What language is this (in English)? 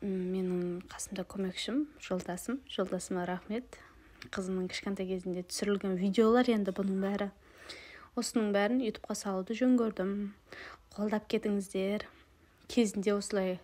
Kazakh